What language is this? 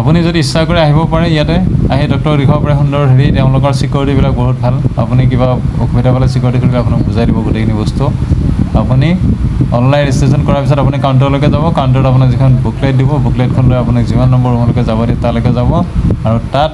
Assamese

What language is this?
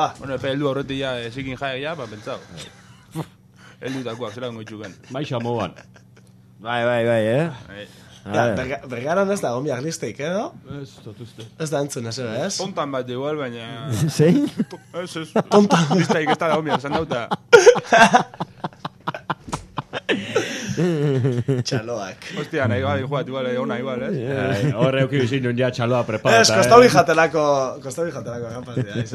Basque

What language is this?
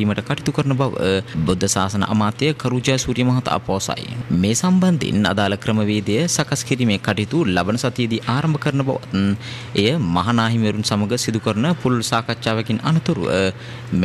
Sinhala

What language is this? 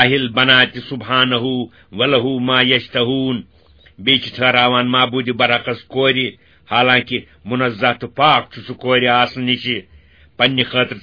Kashmiri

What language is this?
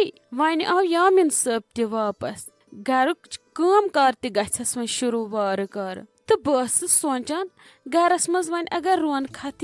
Kashmiri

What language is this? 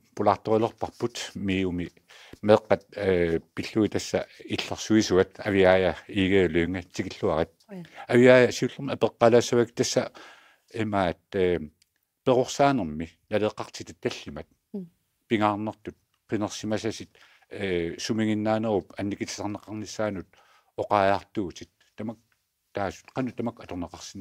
Kalaallisut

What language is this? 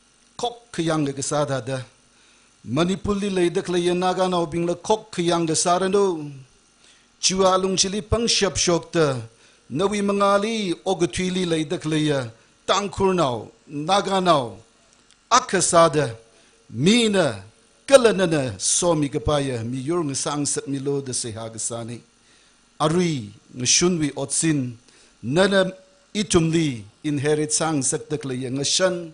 Tangkhul Naga (India)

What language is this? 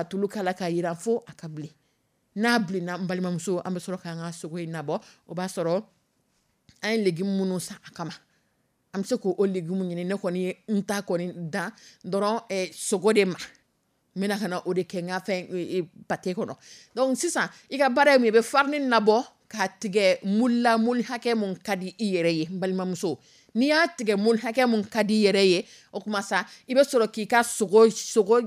Dyula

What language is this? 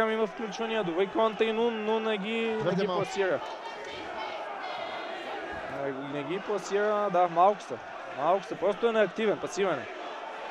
Bulgarian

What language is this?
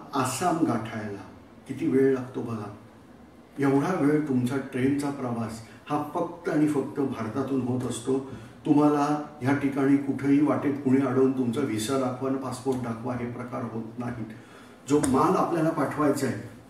Marathi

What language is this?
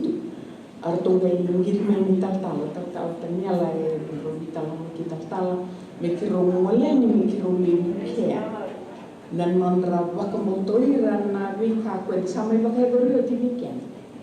Fijian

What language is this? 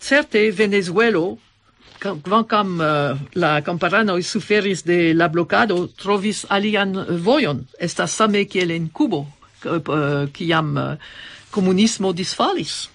Esperanto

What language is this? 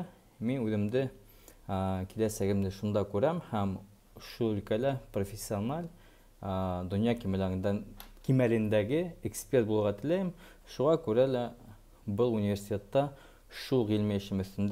Bashkir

